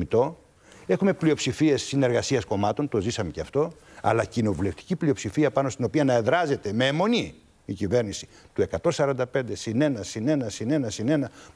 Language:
Greek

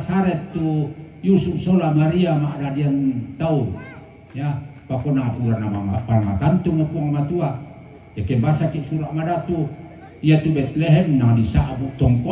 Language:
Toraja-Sa'dan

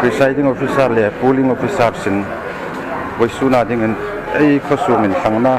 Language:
Hmar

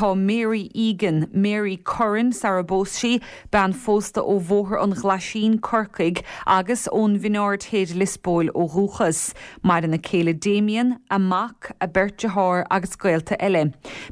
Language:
Irish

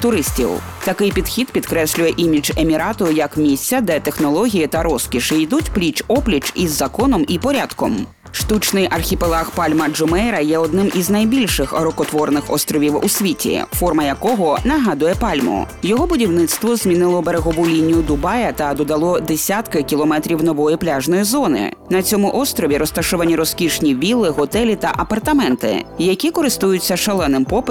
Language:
Ukrainian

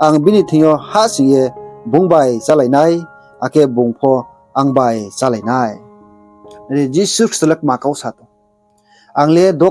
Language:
Riang (India)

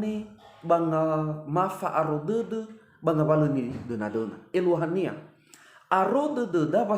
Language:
Nias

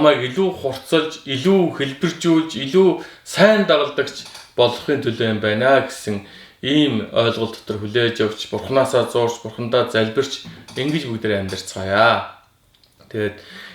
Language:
Mongolian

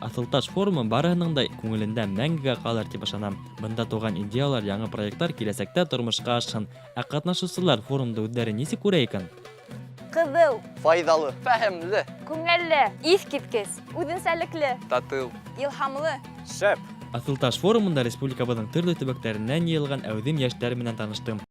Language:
Bashkir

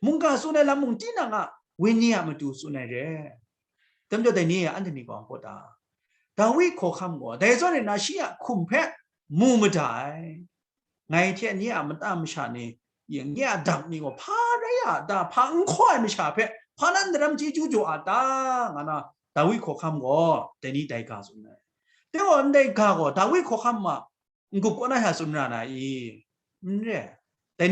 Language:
Kachin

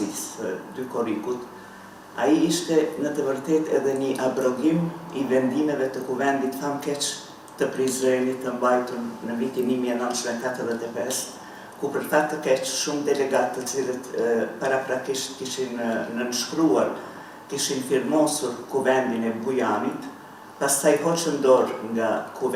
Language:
Albanian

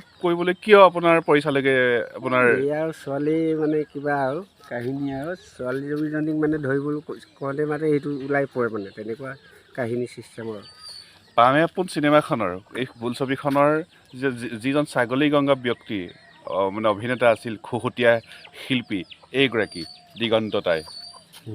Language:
Assamese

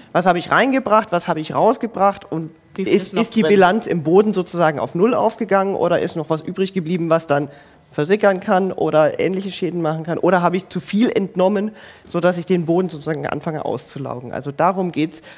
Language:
German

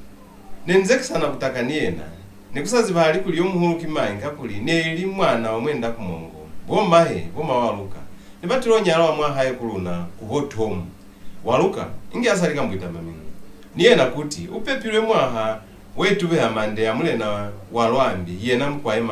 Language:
Lozi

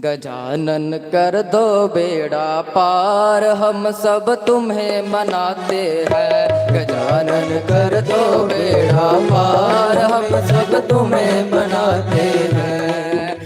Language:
Dogri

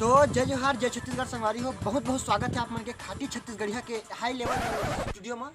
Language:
Chhattisgarhi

